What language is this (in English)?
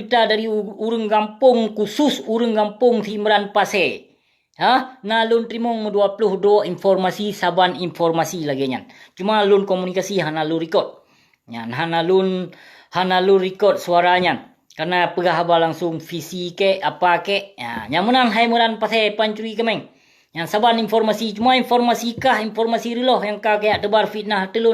Achinese